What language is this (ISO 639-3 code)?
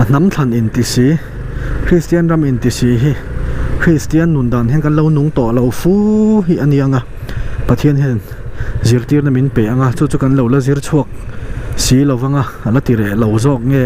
lus